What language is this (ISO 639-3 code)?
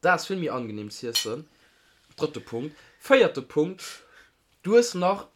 ltz